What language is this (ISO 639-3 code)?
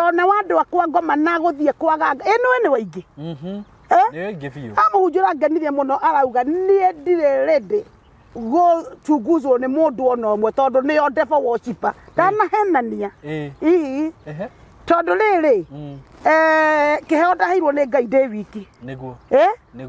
kik